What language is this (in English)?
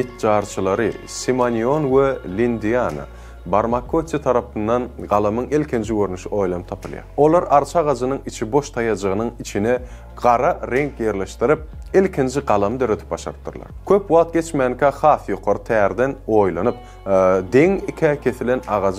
Turkmen